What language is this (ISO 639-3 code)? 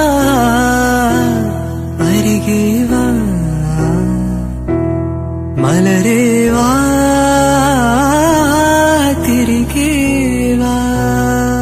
mal